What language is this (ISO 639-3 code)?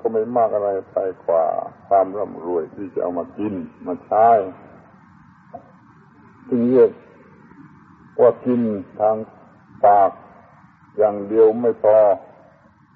tha